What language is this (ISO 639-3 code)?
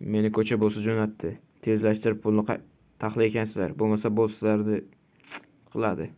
uzb